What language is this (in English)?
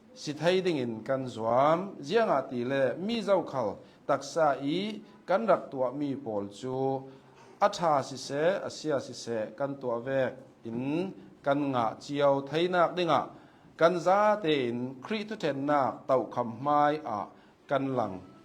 Hakha Chin